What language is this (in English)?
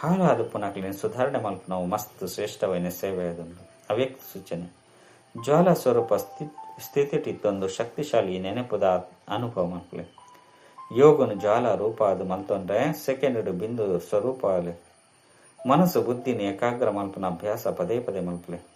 Tulu